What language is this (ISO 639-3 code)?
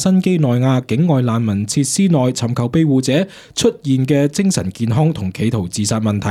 yue